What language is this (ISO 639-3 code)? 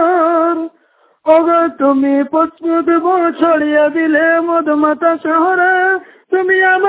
ben